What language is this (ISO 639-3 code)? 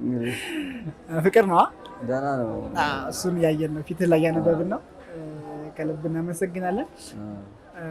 amh